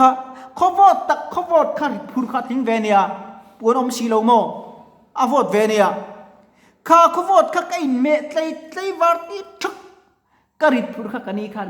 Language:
Mizo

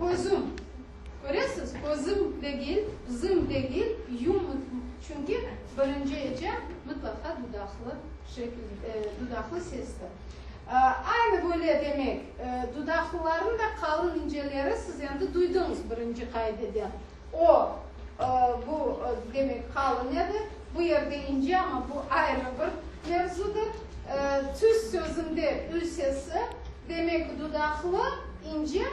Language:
Crimean Tatar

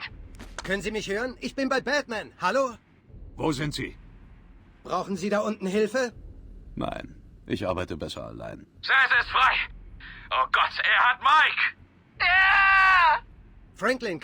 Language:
Bavarian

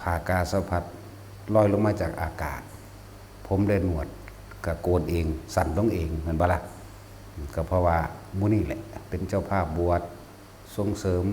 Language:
Northeastern Thai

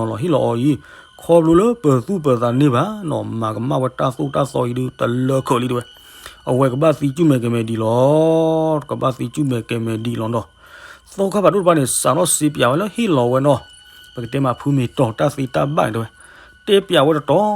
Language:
S'gaw Karen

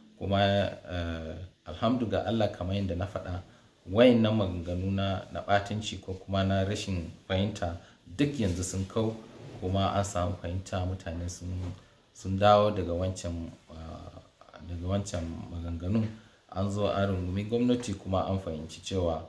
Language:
Hausa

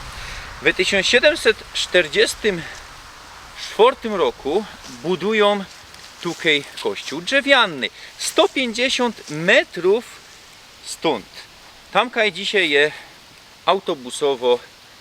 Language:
Silesian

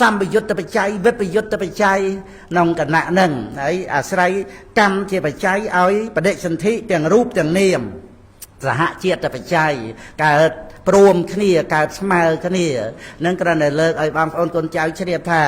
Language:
Khmer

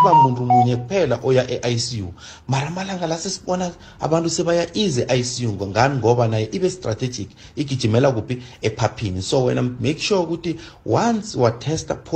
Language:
South Ndebele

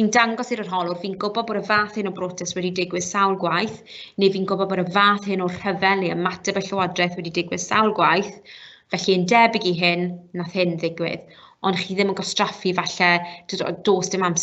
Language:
Welsh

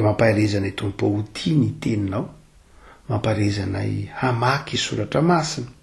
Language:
Malagasy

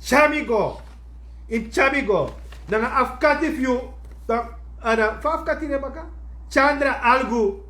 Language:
Sranan Tongo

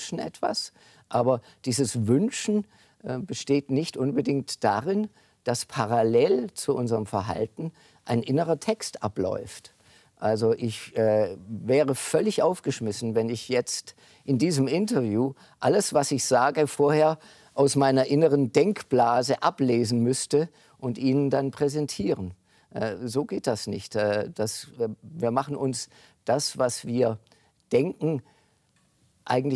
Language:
German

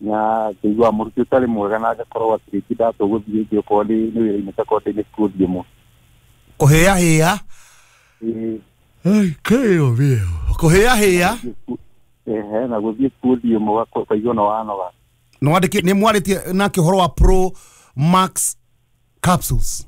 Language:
Kikuyu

